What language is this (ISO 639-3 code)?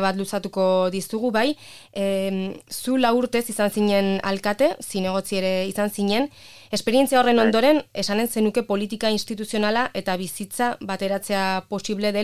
eus